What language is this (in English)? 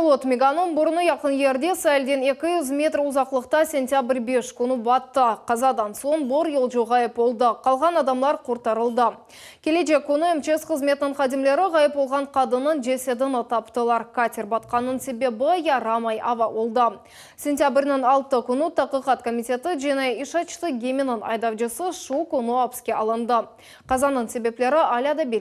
Crimean Tatar